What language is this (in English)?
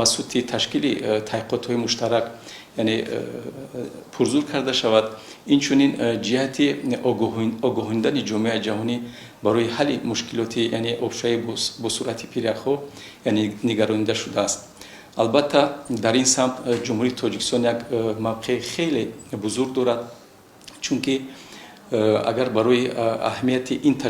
Tajik